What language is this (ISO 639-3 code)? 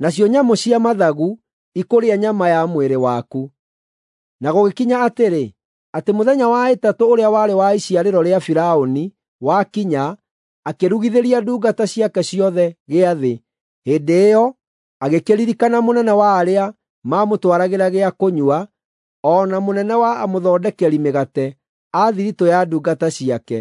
kik